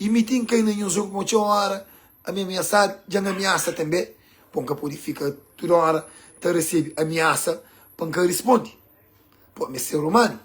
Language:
Kabuverdianu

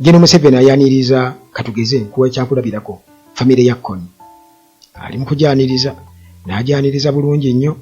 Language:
Ganda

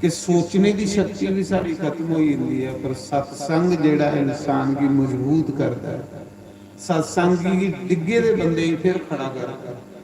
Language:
Dogri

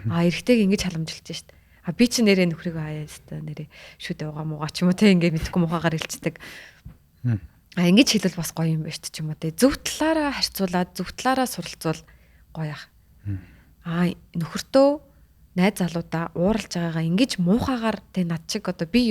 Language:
Mongolian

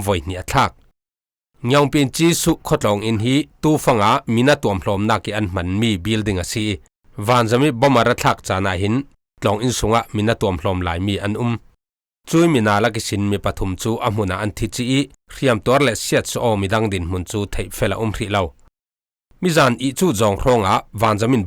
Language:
Falam Chin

